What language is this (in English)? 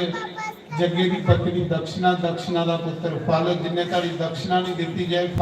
Dogri